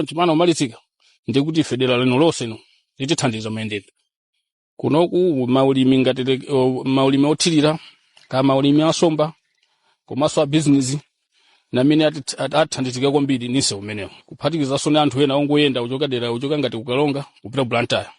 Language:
Nyanja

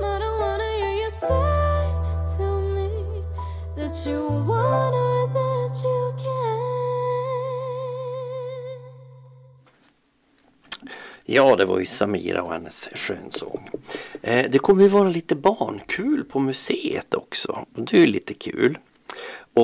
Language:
Swedish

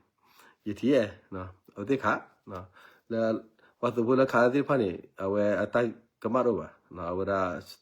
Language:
S'gaw Karen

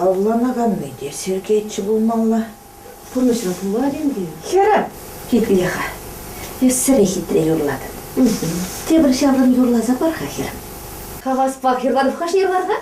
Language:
Chuvash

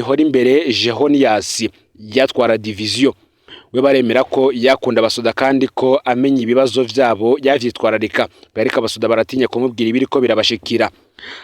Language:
Rundi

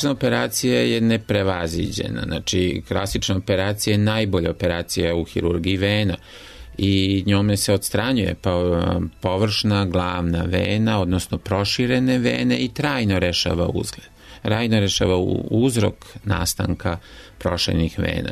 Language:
Serbian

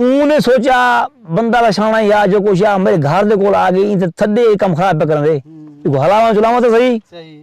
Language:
Saraiki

